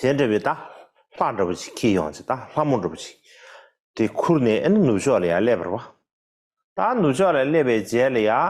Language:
Tibetan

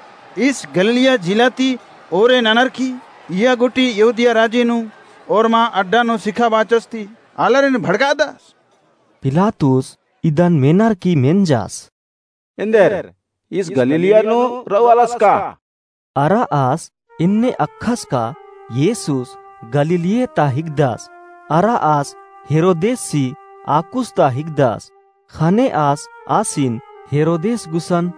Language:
Kurukh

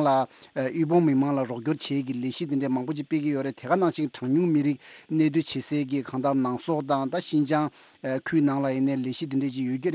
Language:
Tibetan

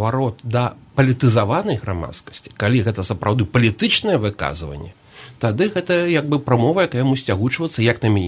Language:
Belarusian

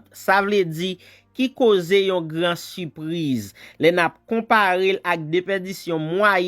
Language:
Haitian Creole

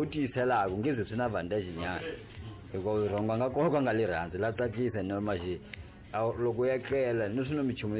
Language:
Tsonga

